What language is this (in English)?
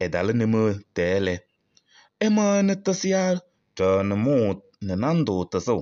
Kabiyè